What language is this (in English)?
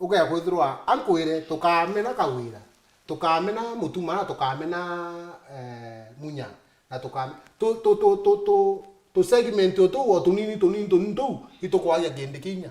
Meru